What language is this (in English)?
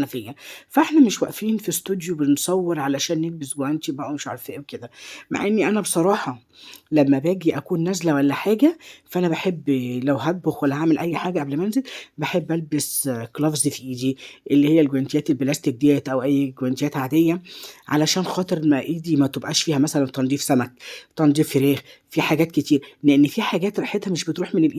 Egyptian Arabic